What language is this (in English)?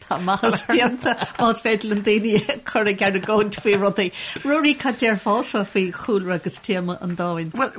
Irish